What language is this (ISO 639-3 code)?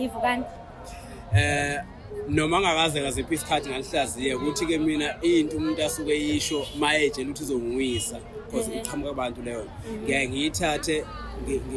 zul